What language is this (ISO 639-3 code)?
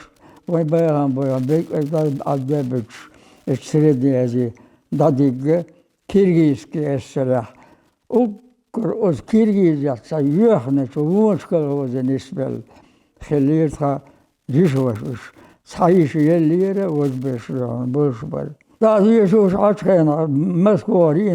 che